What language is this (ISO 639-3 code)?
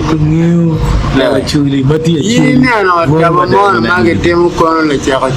ach